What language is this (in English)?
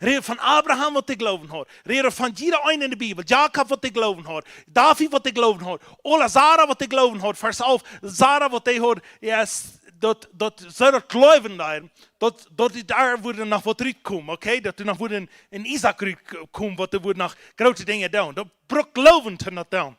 Plautdietsch